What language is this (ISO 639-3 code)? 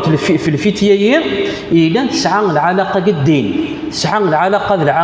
kab